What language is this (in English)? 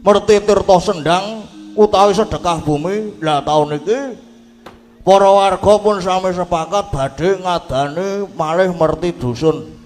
Javanese